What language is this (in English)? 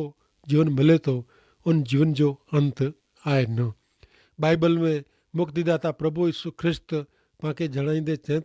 Kachhi